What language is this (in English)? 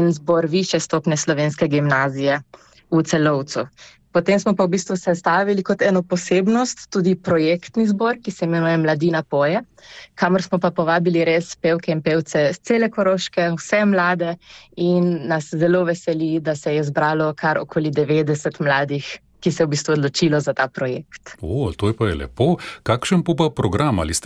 Slovenian